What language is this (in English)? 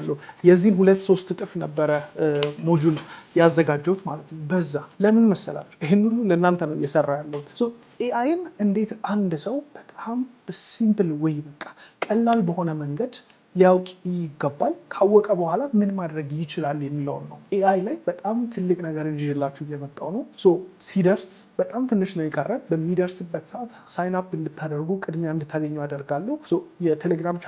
Amharic